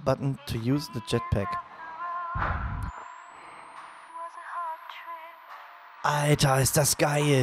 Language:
German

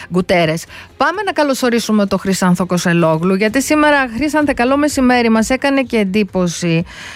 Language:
Greek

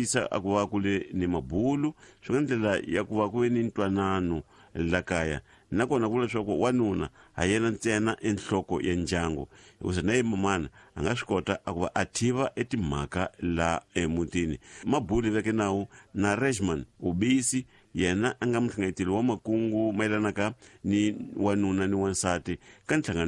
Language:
Tsonga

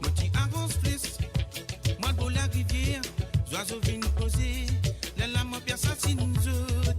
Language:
Morisyen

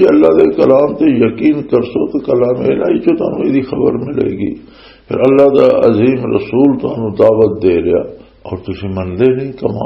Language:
Western Panjabi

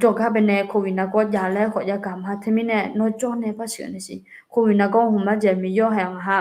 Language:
Akha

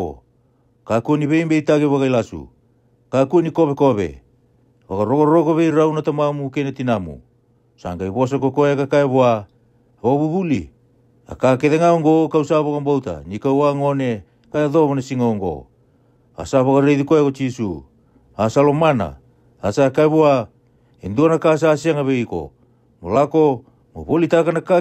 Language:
Fijian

